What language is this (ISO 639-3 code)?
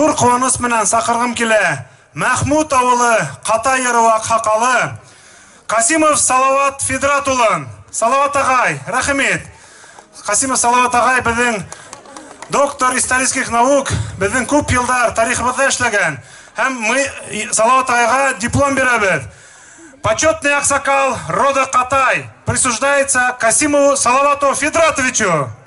bak